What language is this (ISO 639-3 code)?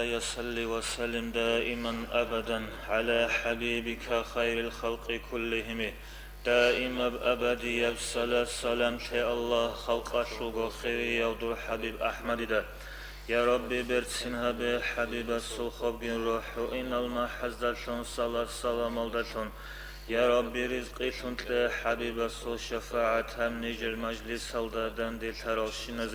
ava